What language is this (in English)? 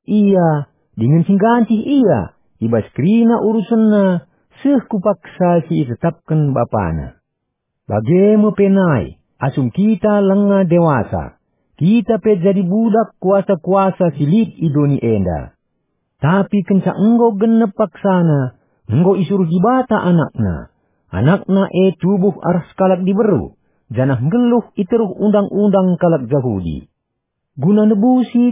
Batak Karo